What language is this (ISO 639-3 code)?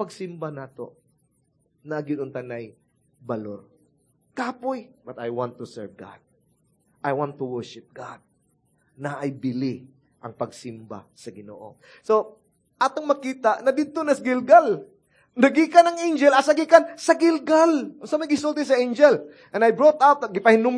ceb